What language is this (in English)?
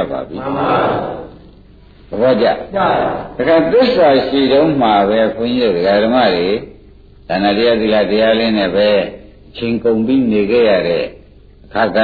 Burmese